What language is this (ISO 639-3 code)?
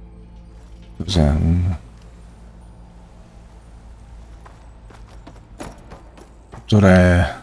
ita